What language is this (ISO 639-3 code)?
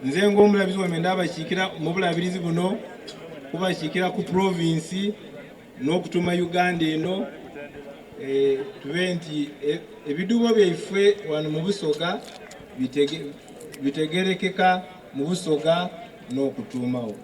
xog